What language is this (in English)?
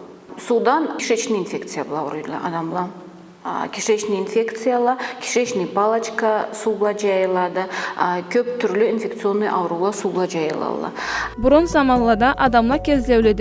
Karachay-Balkar